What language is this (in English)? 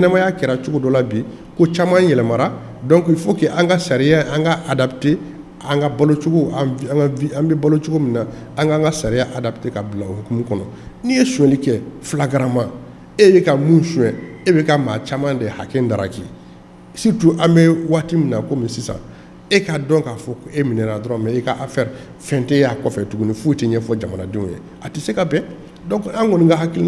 Bambara